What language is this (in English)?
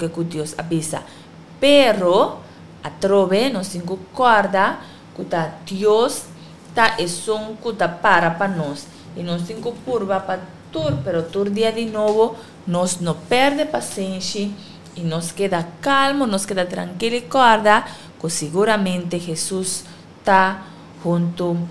Papiamento